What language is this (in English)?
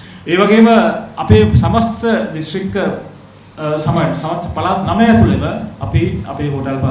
Sinhala